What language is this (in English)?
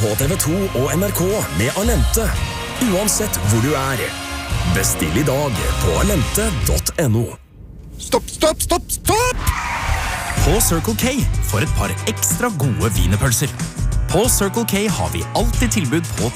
Norwegian